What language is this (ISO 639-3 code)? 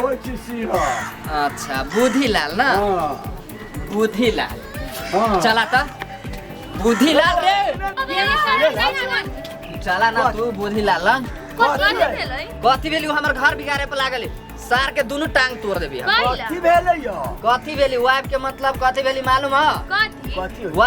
mai